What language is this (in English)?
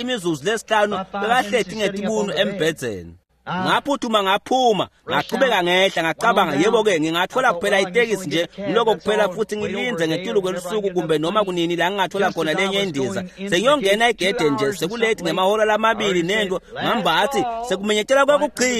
Swati